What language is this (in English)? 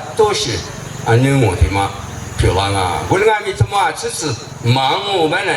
Lisu